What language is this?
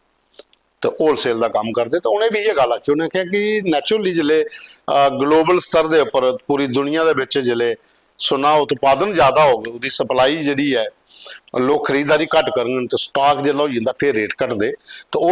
Dogri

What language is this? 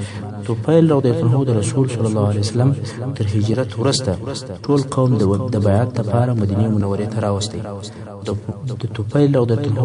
Pashto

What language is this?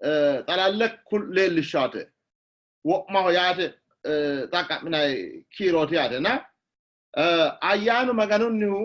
Sidamo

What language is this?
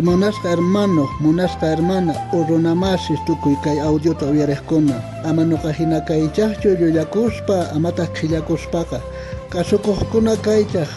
South Bolivian Quechua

